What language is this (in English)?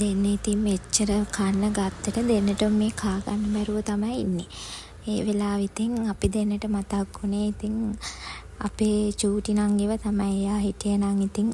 Sinhala